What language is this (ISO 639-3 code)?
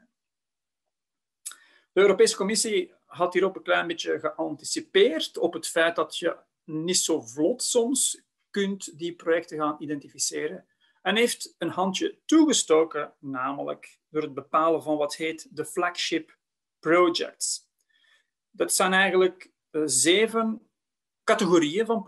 nld